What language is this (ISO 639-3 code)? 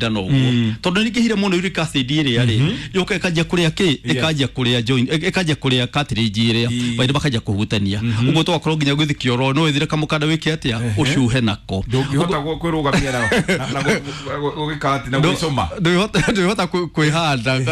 kik